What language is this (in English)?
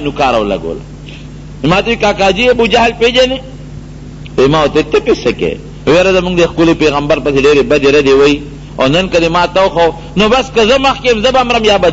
Pashto